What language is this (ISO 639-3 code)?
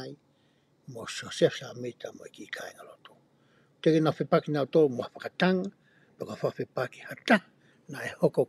ton